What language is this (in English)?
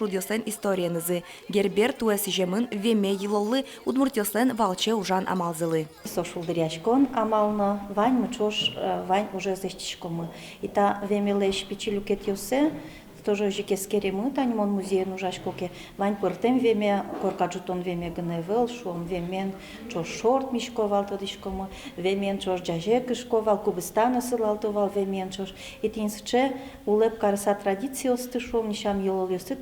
Udmurt